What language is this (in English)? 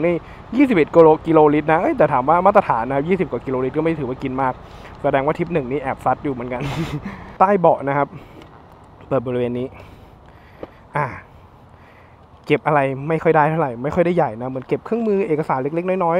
Thai